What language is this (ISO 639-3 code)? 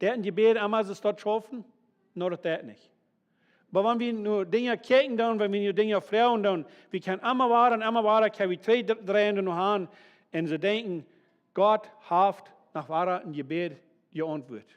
pdt